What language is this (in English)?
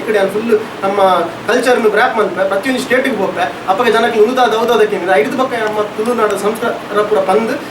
Tulu